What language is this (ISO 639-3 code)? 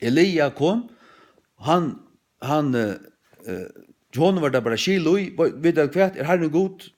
fao